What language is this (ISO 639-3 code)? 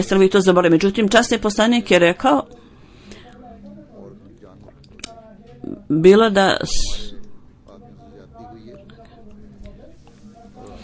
bos